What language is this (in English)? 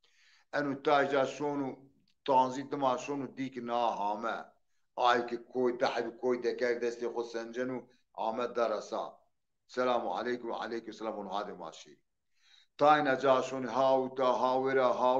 Zaza